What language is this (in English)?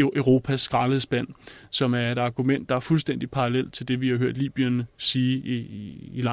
Danish